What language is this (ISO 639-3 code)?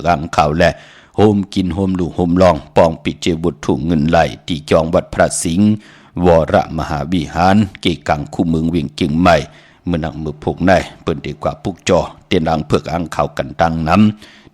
shn